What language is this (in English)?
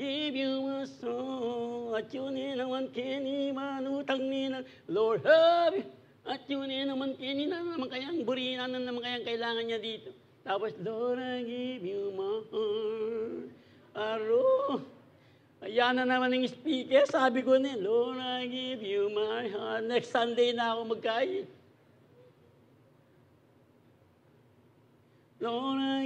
Filipino